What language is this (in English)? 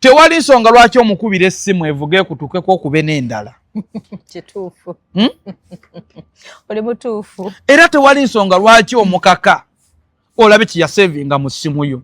Ganda